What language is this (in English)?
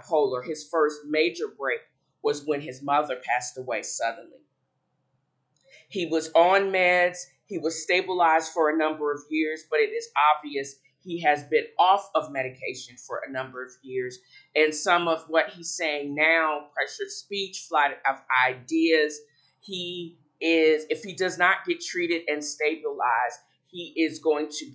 English